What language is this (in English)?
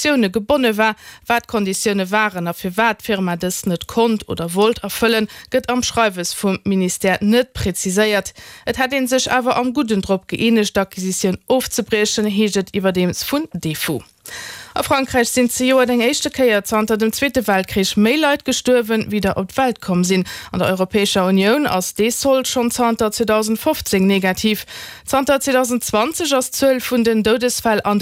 Luxembourgish